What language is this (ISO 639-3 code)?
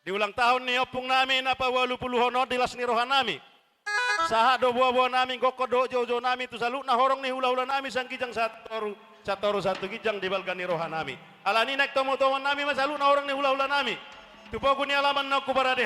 bbc